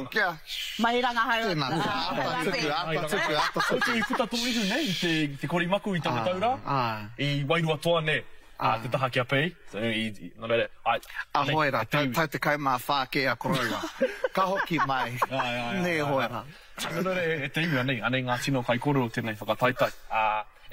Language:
Māori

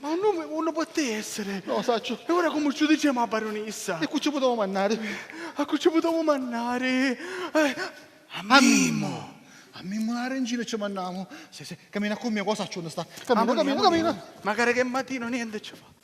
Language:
Sicilian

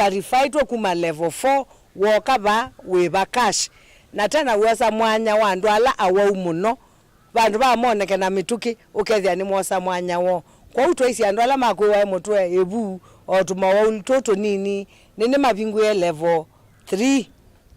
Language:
Kamba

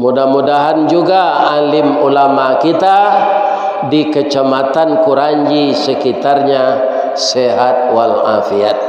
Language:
Minangkabau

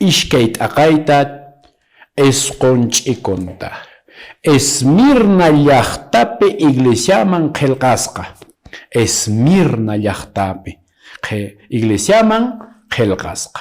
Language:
Quechua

